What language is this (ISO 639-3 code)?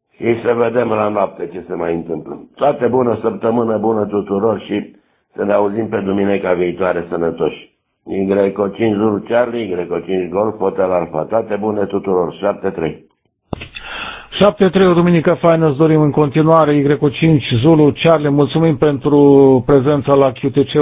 ron